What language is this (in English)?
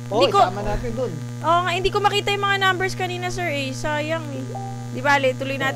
Filipino